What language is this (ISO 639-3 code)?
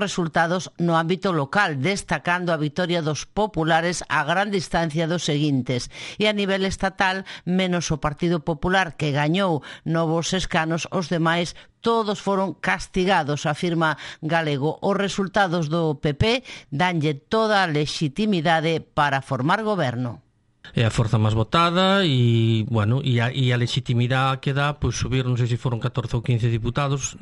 glg